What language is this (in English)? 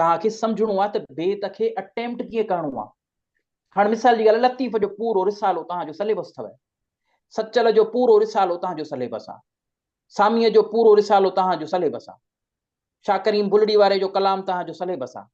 Sindhi